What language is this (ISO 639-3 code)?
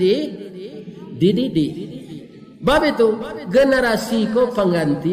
min